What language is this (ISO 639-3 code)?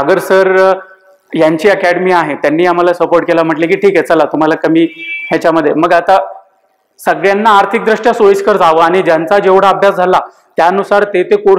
mar